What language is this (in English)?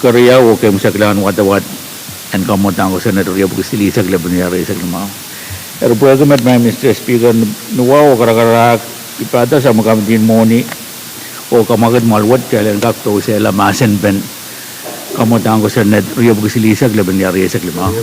Pohnpeian